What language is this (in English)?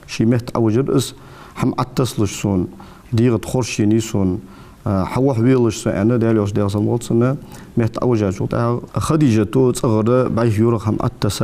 Ingush